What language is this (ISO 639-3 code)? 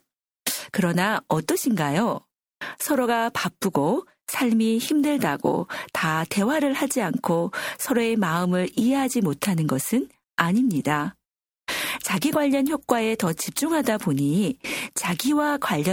kor